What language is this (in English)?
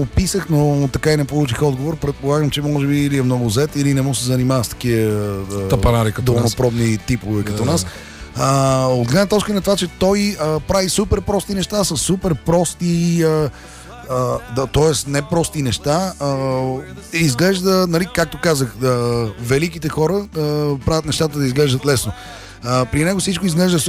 Bulgarian